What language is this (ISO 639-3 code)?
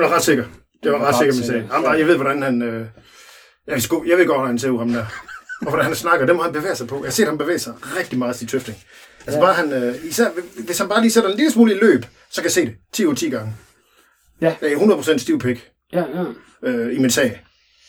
dan